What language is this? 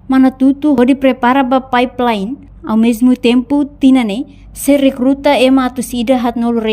Tetum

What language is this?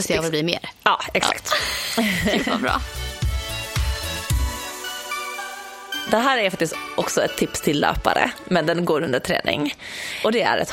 Swedish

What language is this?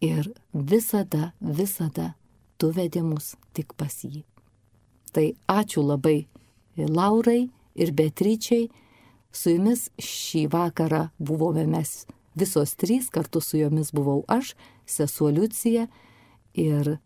Lithuanian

